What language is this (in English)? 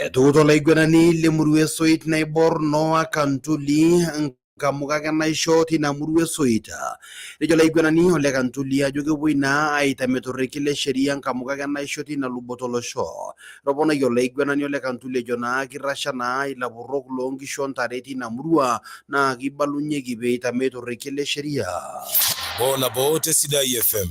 Masai